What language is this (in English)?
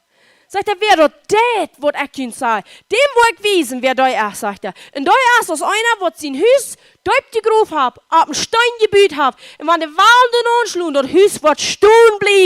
Plautdietsch